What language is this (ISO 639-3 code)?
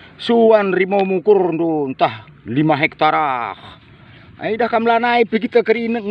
btx